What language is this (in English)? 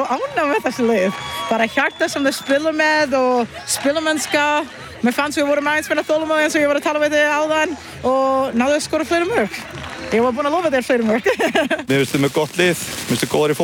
Icelandic